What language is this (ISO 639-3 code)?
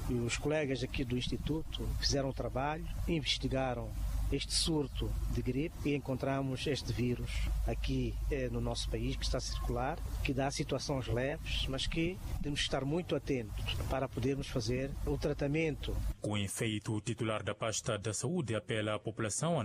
por